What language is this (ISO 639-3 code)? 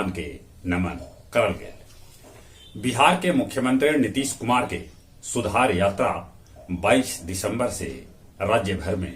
mag